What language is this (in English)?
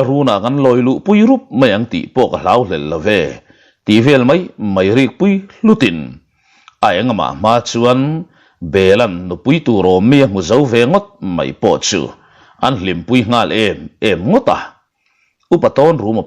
Mizo